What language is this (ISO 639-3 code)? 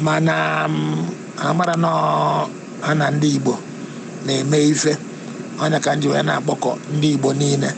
ibo